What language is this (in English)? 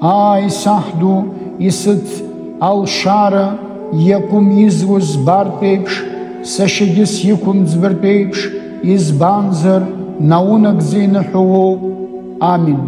Abkhazian